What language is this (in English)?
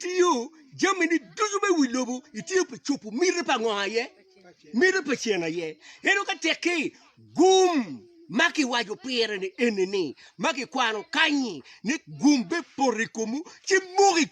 Acoli